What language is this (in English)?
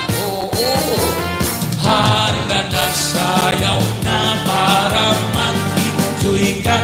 Waray